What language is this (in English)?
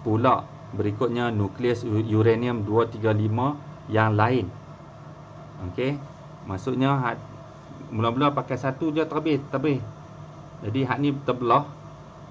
Malay